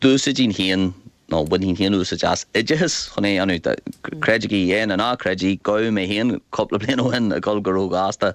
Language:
Irish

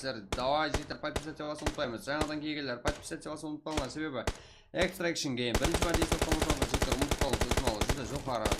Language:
Kara-Kalpak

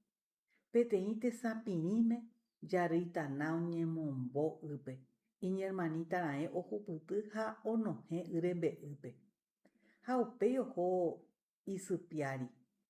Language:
Guarani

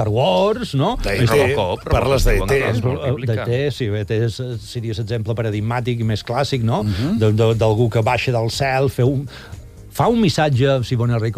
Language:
Catalan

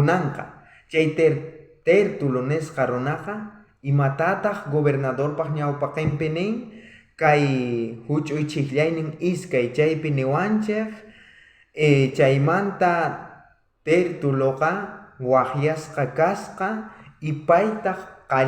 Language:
South Bolivian Quechua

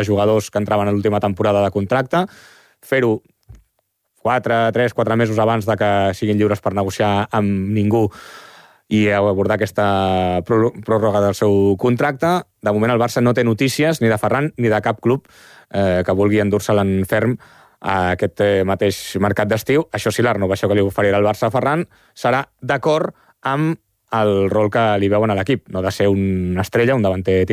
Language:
Catalan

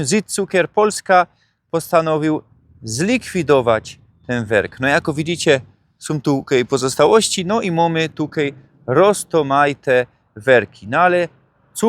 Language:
Silesian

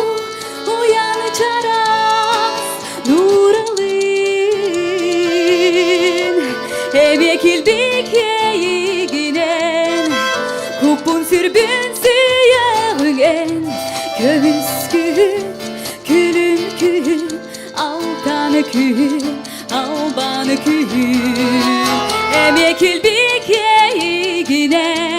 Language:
Yakut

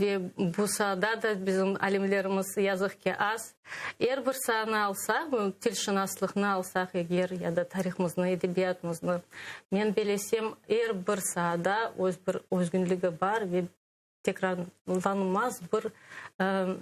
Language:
Crimean Tatar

